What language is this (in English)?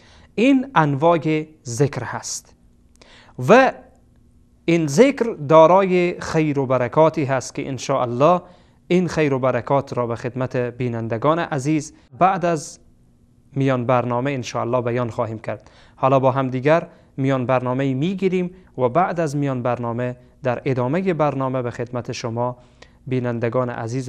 Persian